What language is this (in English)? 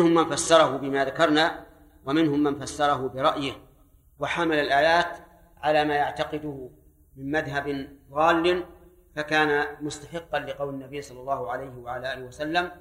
Arabic